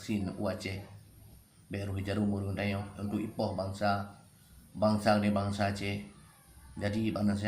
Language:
Achinese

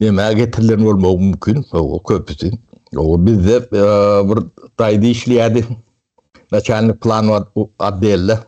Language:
Turkmen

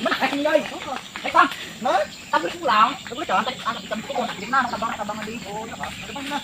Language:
Banjar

